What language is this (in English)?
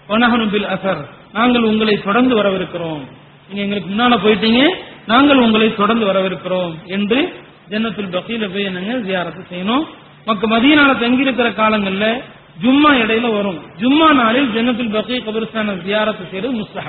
Tamil